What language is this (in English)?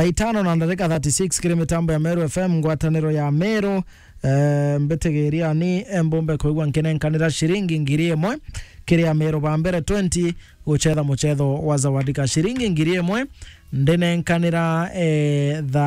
Meru